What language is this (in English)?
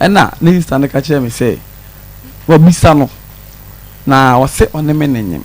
Akan